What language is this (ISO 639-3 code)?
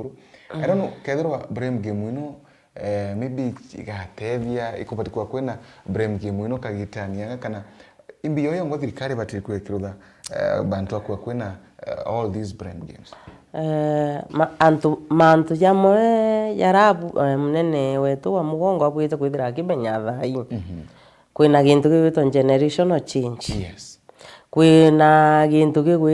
mer